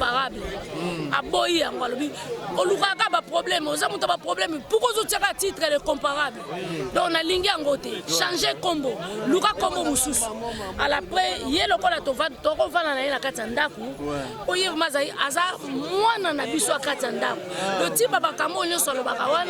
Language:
Lingala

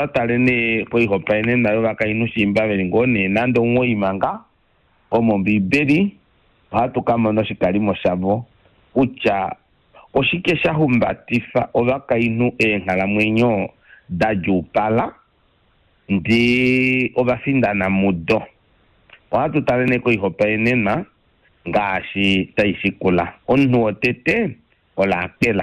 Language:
Kuanyama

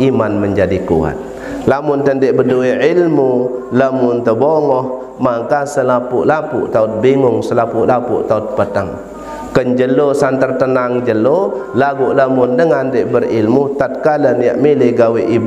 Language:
Sasak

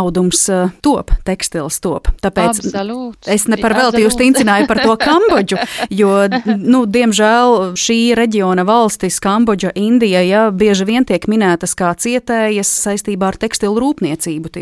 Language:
Latvian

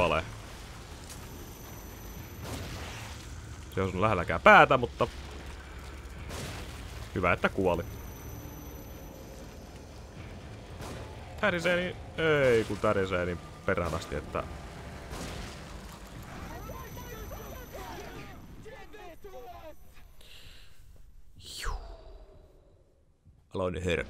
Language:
Finnish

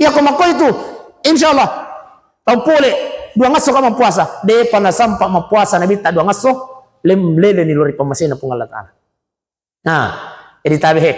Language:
Buginese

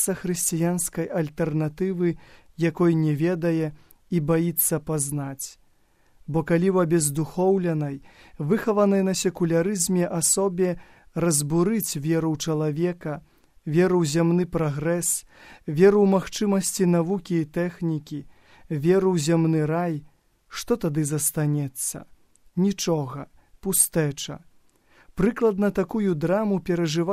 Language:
Belarusian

